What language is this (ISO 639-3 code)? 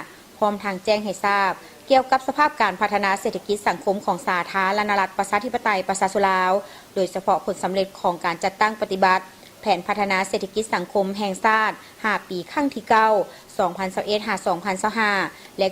lao